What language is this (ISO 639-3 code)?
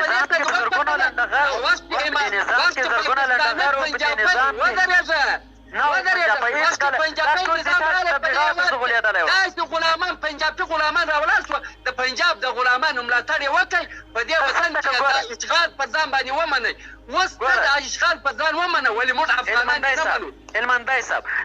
pus